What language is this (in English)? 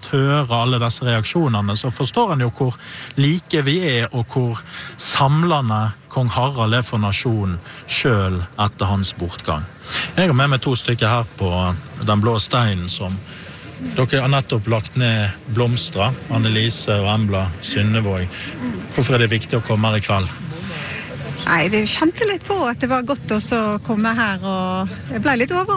Norwegian